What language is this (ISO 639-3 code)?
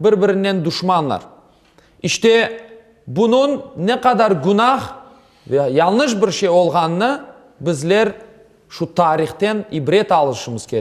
crh